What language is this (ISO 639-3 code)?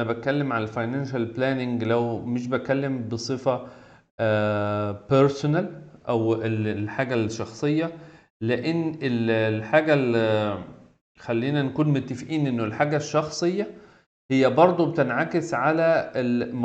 arz